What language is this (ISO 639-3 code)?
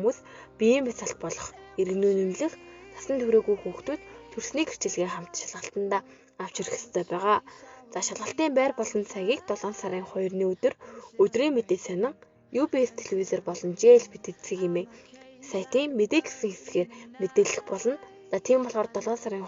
mon